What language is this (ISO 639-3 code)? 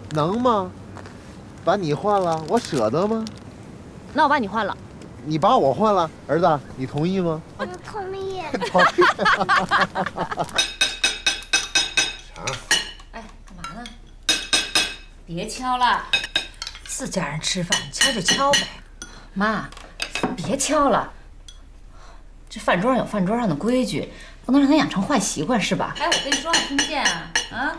zho